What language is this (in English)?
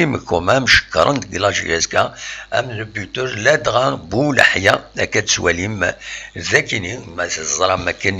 Kabyle